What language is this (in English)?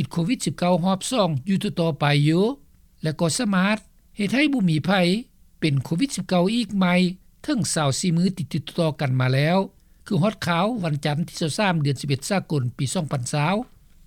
Lao